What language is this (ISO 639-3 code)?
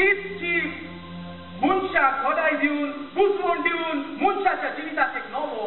kok